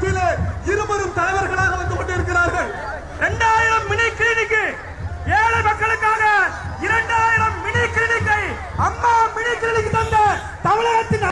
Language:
Tamil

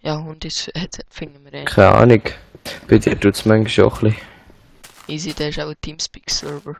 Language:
Swiss German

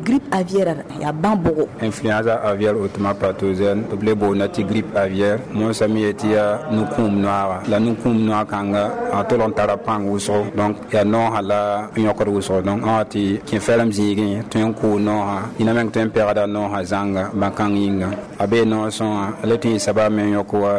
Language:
Mossi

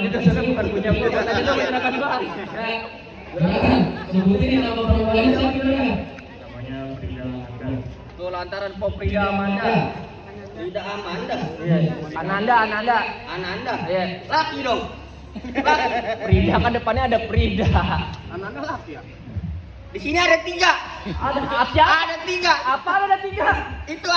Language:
Betawi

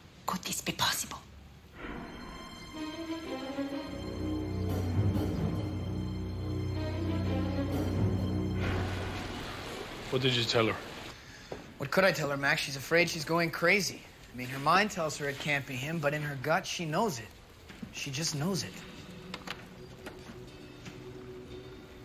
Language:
English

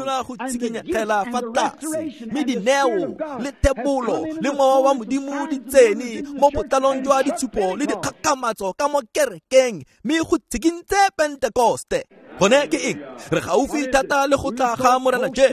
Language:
Tswana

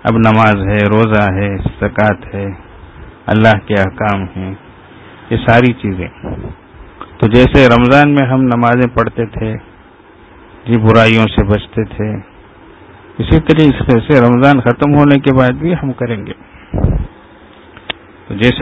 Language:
Urdu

